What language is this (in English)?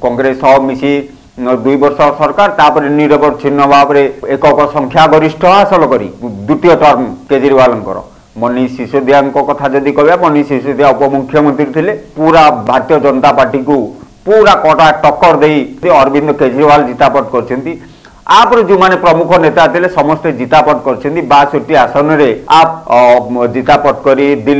Odia